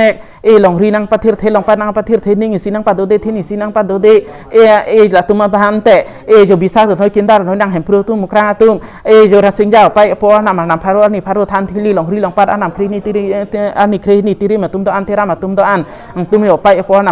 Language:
Karbi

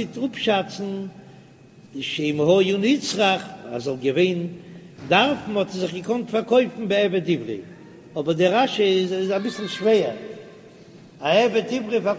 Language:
Yiddish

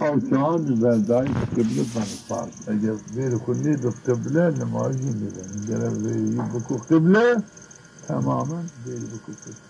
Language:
Zaza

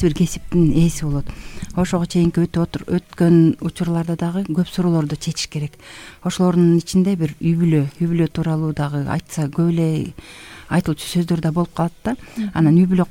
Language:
Kyrgyz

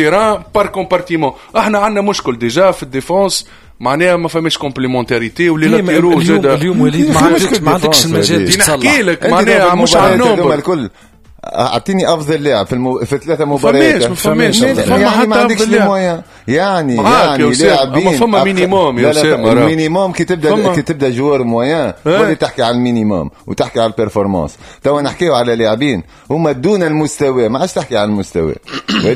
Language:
Tunisian Arabic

